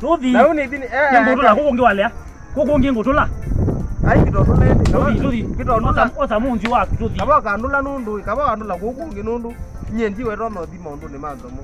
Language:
Kamba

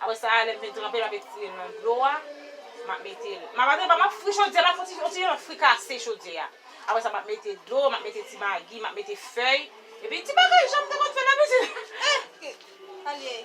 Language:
Haitian Creole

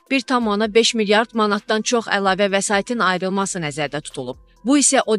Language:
Azerbaijani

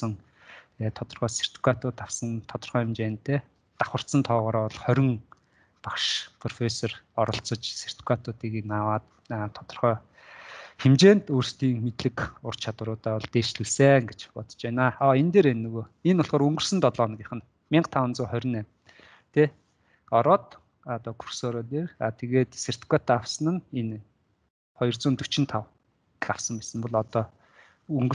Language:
Mongolian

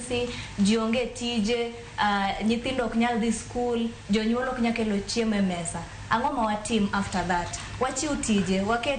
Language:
Luo (Kenya and Tanzania)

